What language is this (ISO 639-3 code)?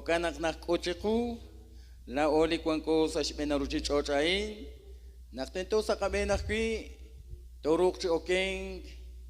kek